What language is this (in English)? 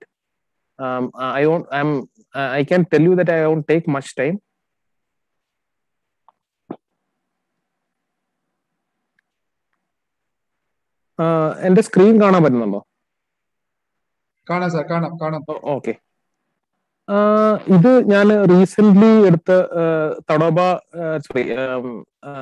Malayalam